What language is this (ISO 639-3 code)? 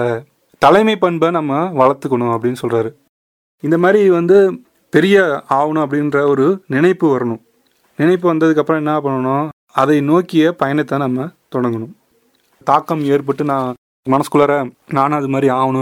tam